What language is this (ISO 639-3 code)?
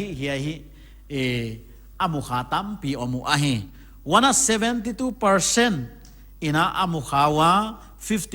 pck